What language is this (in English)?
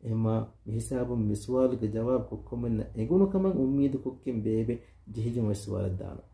Divehi